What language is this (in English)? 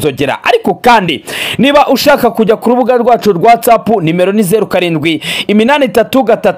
Kinyarwanda